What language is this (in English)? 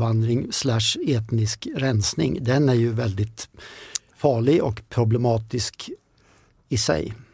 Swedish